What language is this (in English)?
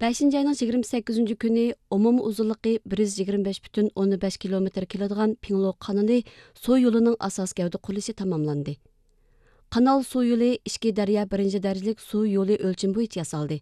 Uyghur